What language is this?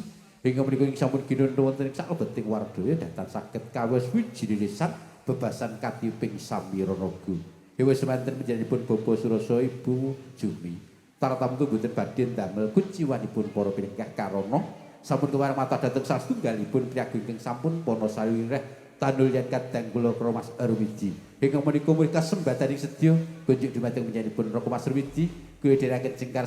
Javanese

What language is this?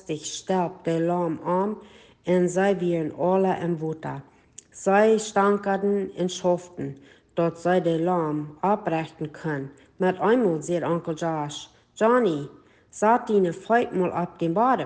Plautdietsch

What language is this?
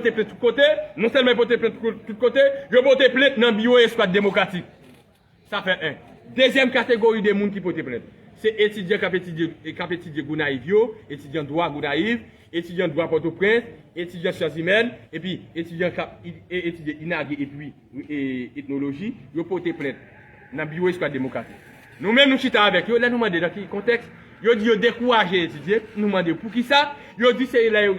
Haitian Creole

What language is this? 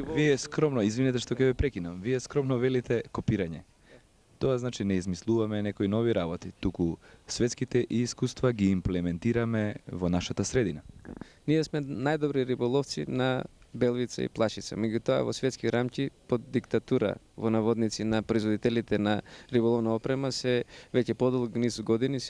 Macedonian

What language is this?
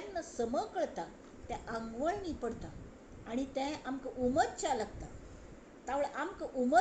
Konkani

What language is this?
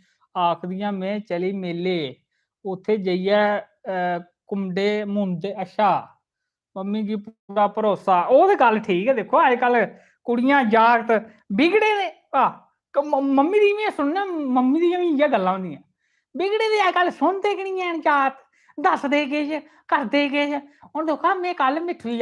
Dogri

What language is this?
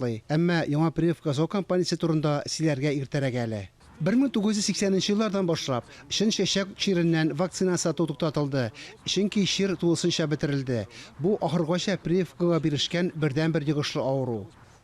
Tatar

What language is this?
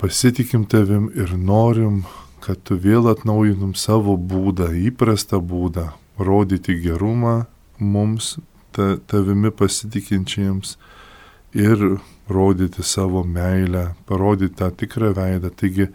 Lithuanian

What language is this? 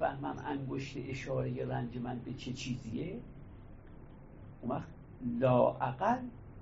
Persian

